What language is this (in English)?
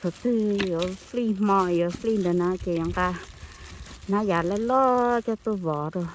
Hmong